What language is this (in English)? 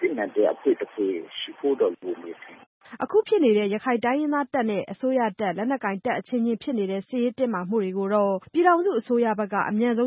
Burmese